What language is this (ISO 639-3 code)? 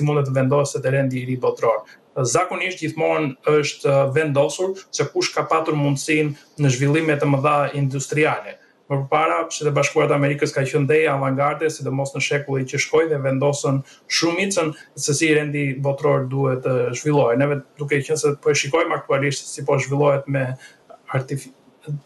sqi